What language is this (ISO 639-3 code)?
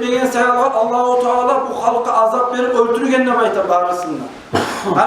kum